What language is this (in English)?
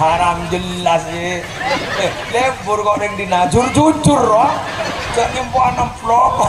Madurese